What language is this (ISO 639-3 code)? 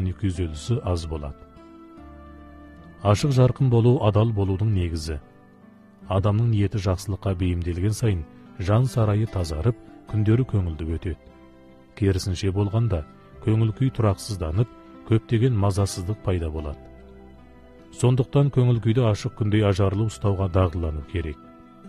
kaz